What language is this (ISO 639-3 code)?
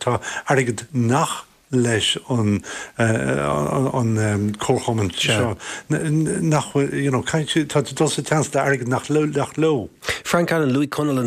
gle